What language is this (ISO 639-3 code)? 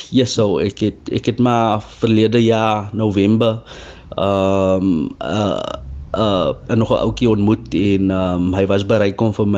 afr